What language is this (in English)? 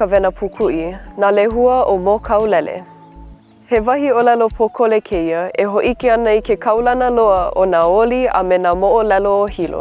Hawaiian